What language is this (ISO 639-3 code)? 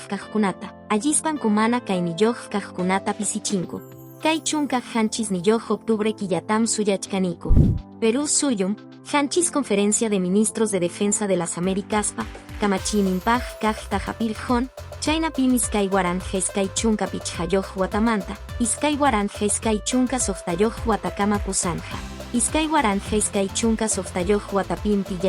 que